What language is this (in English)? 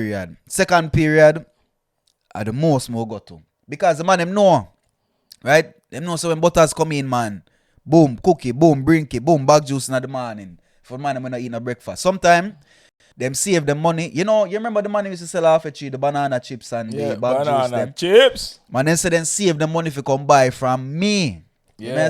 Jamaican Creole English